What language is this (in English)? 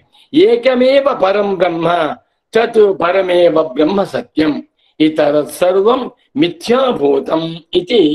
Sanskrit